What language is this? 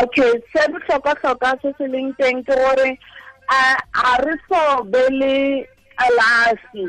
Tswana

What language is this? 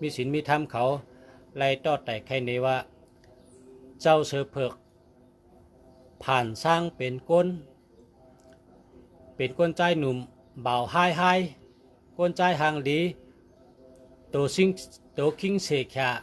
Shan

